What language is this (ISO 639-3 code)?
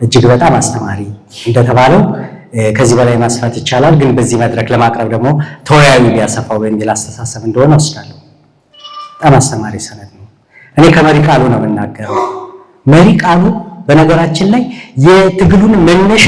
amh